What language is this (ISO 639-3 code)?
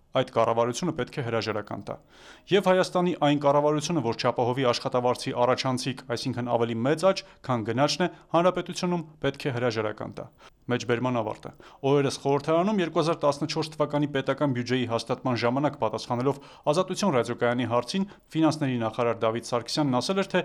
hye